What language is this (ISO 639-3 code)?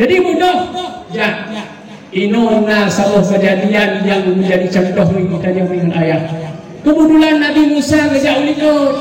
ace